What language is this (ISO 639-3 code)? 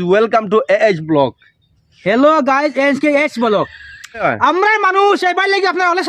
syl